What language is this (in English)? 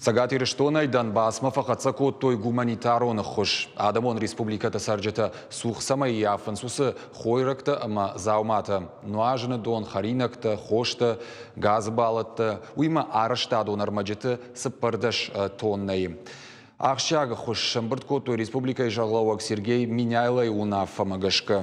Ossetic